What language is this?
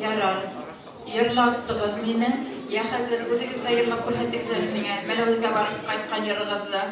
Bashkir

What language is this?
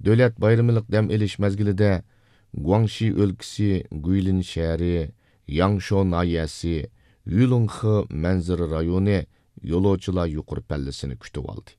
Uyghur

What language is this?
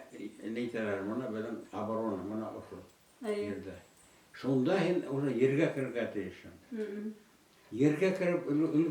Bashkir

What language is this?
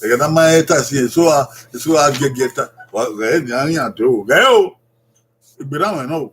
Bini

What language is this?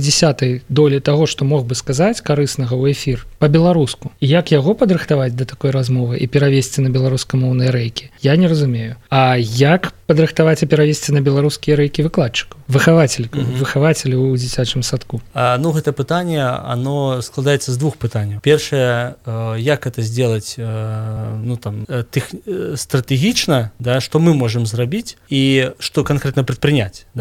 Belarusian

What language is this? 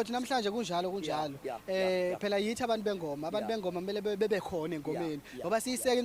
Zulu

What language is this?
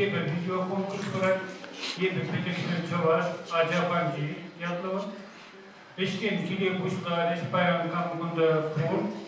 Chuvash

